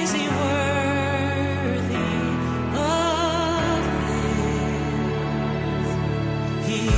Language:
Fijian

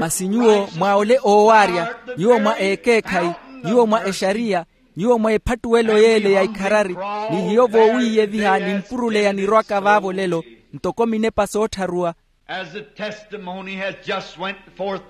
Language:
Makhuwa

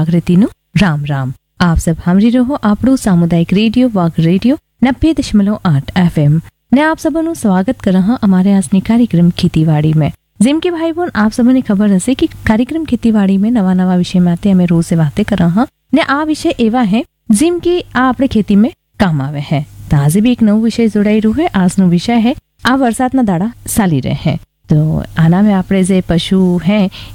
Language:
Gujarati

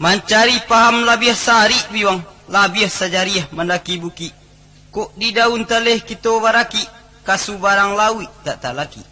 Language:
Minangkabau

